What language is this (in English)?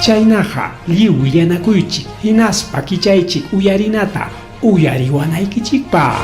Ayacucho Quechua